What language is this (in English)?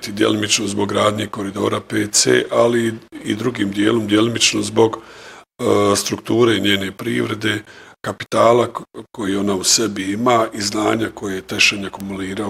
Bosnian